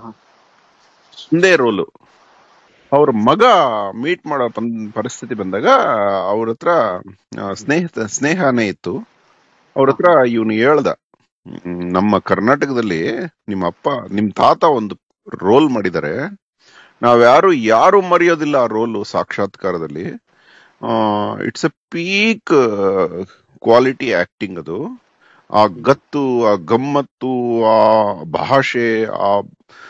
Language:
Kannada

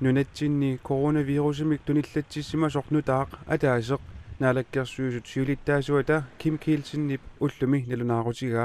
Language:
Kalaallisut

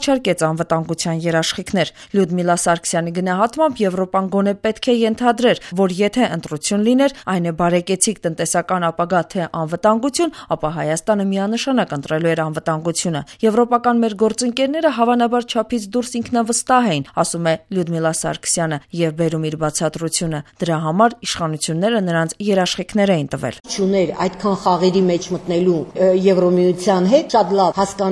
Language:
Armenian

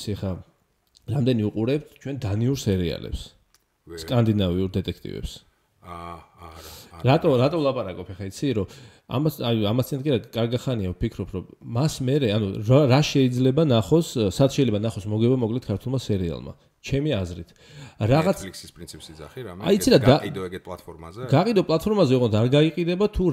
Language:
Georgian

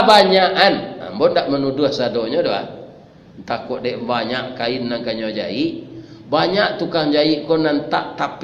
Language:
Minangkabau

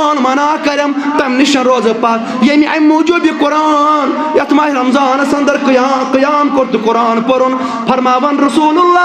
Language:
Kashmiri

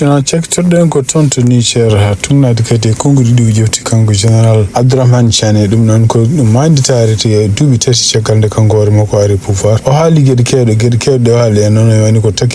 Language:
Fula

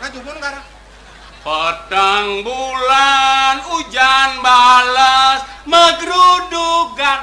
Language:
Balinese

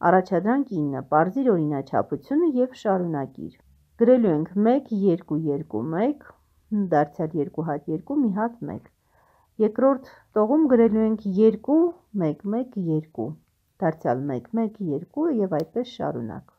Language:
Armenian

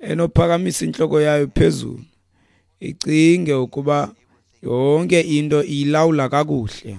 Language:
Xhosa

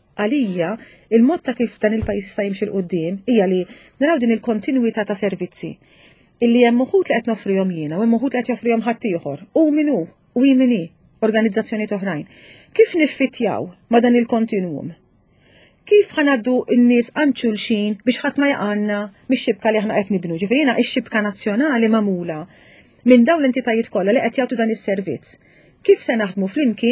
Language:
Maltese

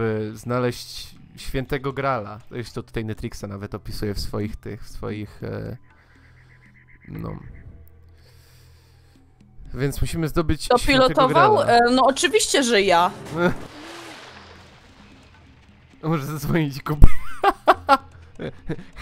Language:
Polish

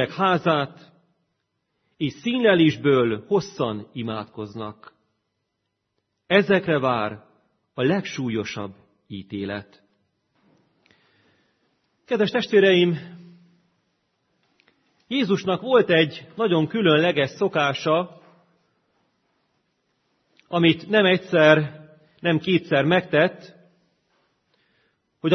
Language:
Hungarian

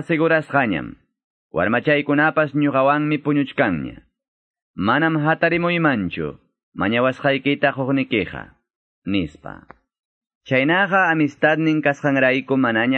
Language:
Quechua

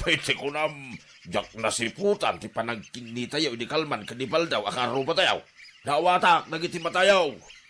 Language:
Iloko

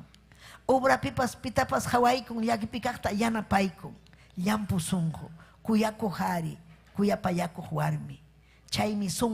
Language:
Ayacucho Quechua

